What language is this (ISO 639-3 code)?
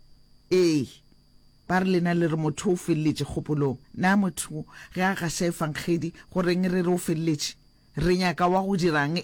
nso